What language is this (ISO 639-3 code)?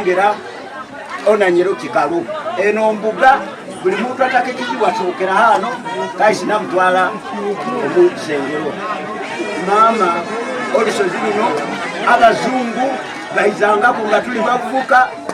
xog